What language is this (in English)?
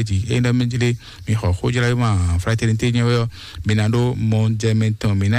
Fon